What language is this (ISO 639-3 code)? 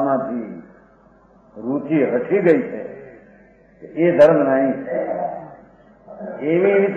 guj